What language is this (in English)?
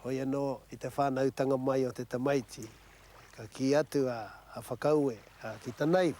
Māori